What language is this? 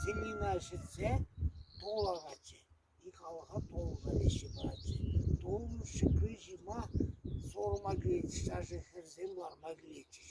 Chuvash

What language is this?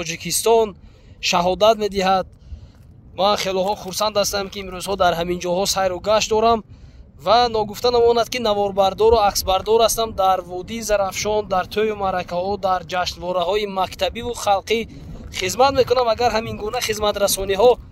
Tajik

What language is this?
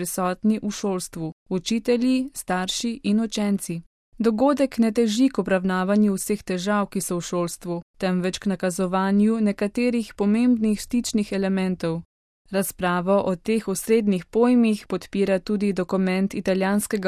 Slovenian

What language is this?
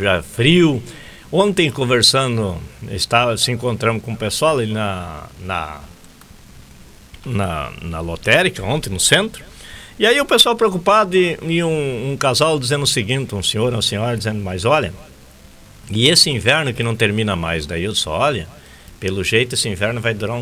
Portuguese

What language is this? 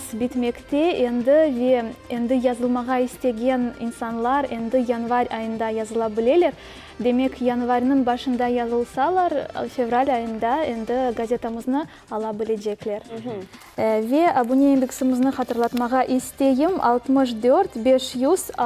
Crimean Tatar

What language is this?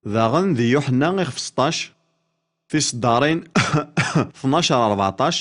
Kabyle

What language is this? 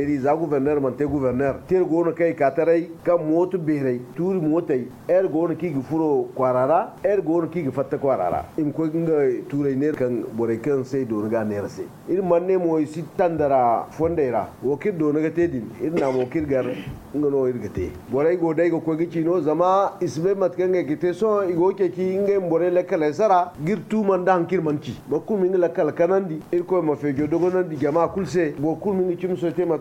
Zarma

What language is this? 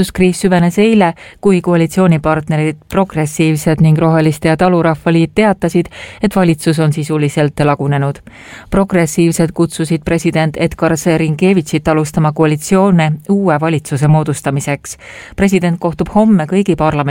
Estonian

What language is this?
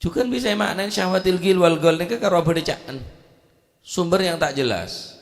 Madurese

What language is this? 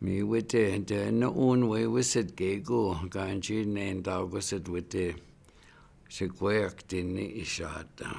Chippewa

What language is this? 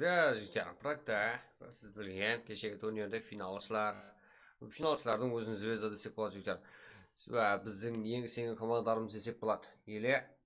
Kara-Kalpak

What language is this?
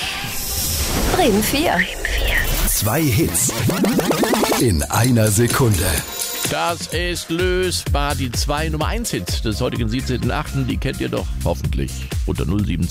German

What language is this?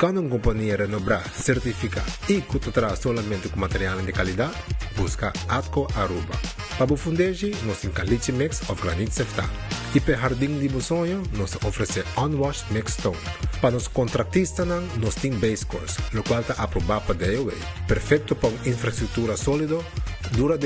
Papiamento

